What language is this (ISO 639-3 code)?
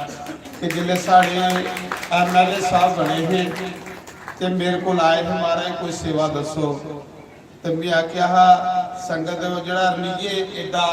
doi